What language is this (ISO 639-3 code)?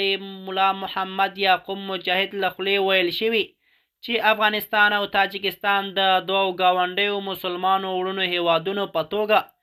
pus